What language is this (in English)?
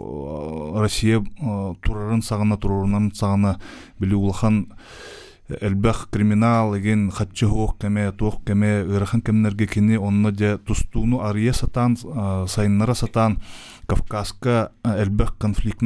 Yakut